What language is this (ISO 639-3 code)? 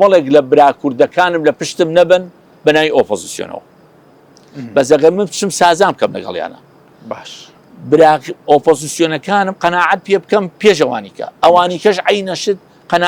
ckb